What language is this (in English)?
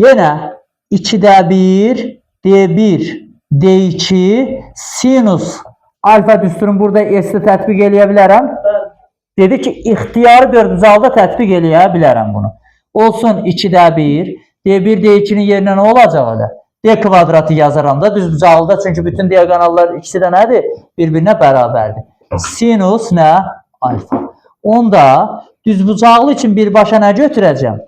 Azerbaijani